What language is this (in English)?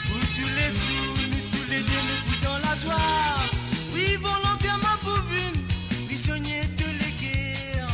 Morisyen